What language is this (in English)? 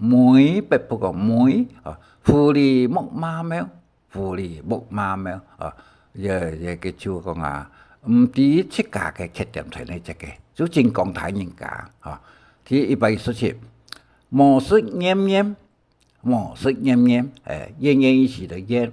Hakka Chinese